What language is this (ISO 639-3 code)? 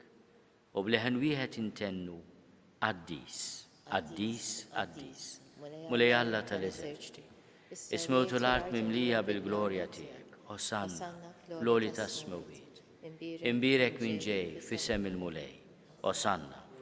mlt